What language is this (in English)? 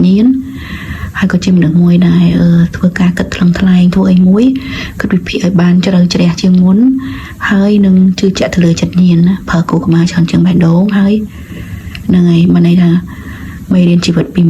Khmer